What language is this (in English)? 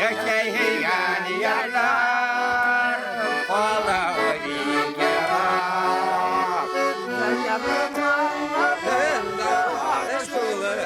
Bashkir